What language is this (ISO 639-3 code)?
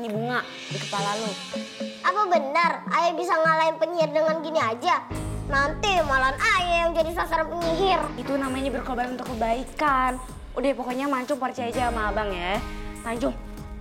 bew